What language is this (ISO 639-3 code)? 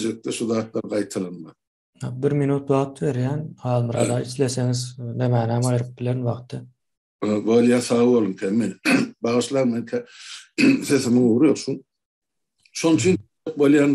tuk